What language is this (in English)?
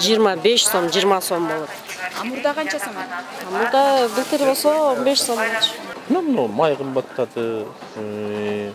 Kyrgyz